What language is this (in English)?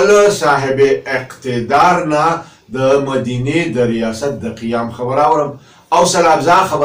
Pashto